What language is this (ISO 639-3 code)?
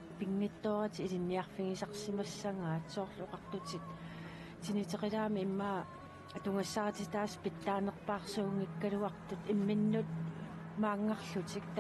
kal